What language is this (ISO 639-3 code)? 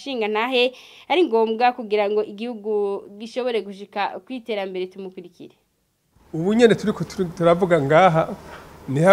run